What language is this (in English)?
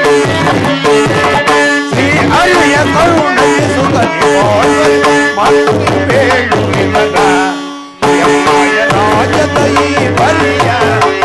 Kannada